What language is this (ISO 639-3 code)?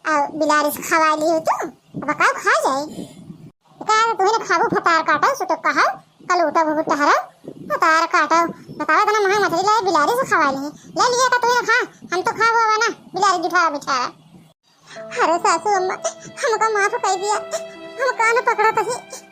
awa